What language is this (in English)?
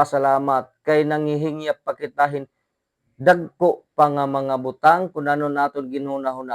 Waray